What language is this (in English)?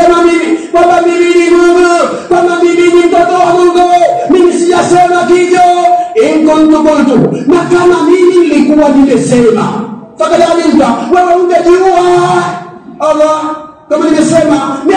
Swahili